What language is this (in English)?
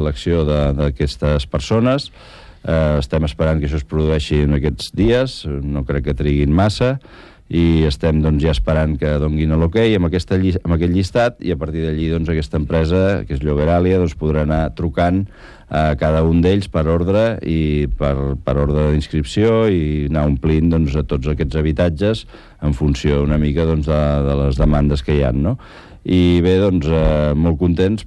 Catalan